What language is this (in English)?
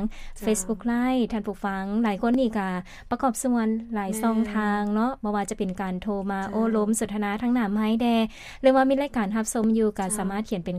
Lao